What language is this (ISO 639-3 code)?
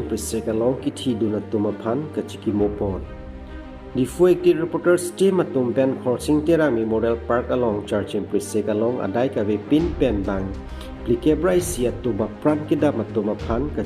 mjw